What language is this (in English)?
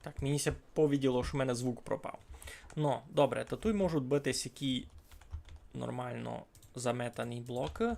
Rusyn